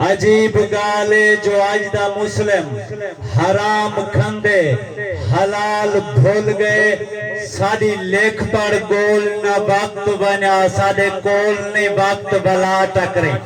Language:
Saraiki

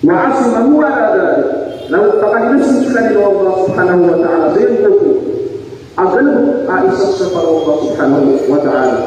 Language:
Maranao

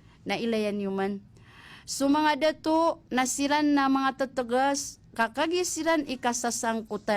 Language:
Maranao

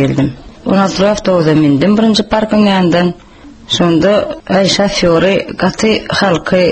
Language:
Turkmen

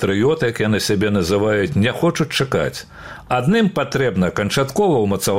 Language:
Belarusian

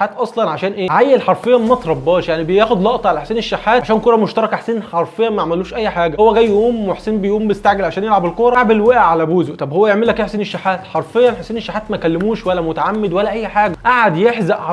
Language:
Egyptian Arabic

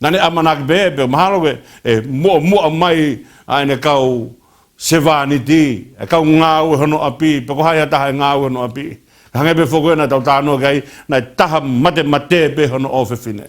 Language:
Tongan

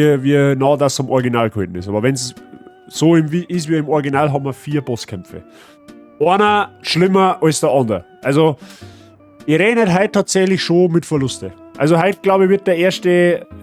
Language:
Bavarian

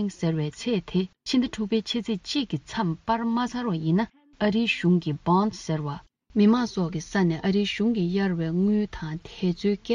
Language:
Tibetan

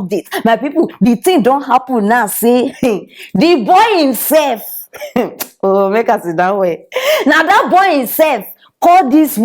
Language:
Nigerian Pidgin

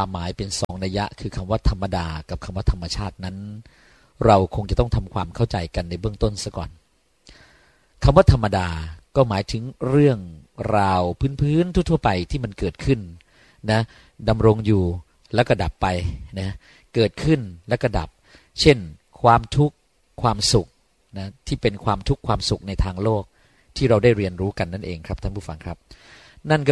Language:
Thai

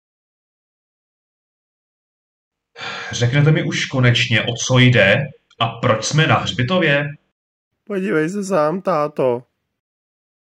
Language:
Czech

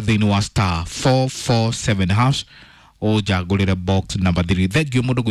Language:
Kikuyu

